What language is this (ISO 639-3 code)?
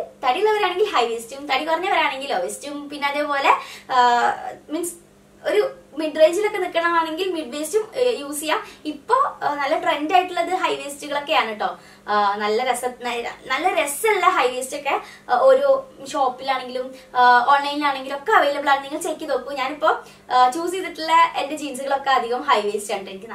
mal